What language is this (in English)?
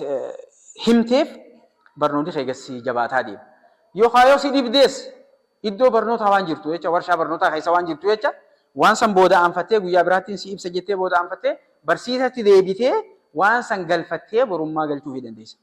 Oromo